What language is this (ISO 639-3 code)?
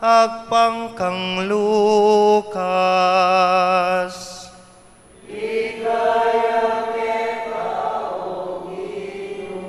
pam